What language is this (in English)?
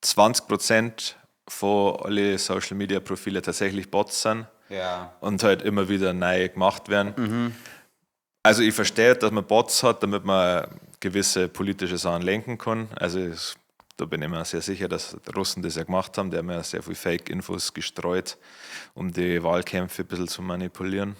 Bavarian